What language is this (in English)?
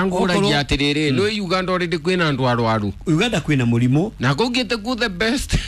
Kikuyu